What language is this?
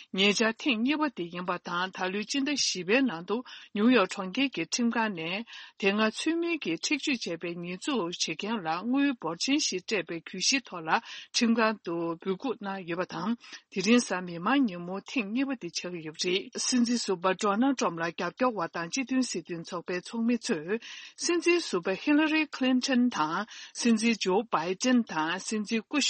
Tibetan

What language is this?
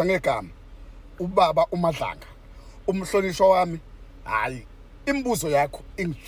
Zulu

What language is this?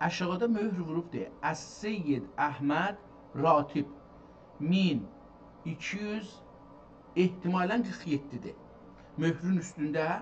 South Azerbaijani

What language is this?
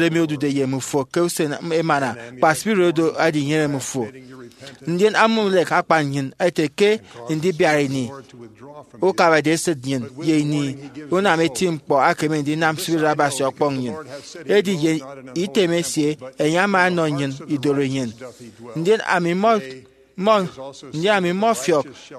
Efik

